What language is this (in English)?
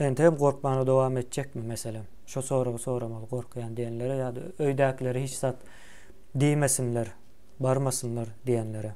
Turkmen